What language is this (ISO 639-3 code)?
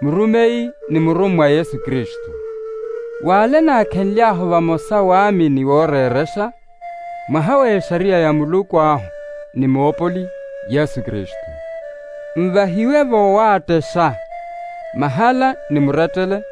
vmw